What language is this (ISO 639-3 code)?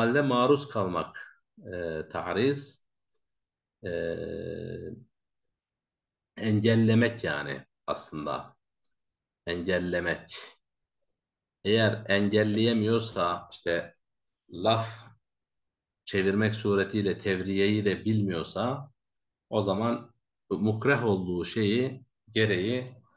tur